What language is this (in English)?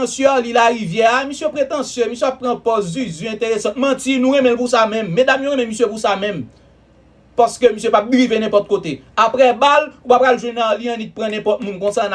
Haitian Creole